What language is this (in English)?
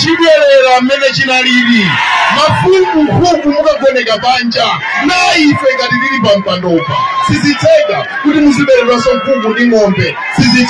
Nyanja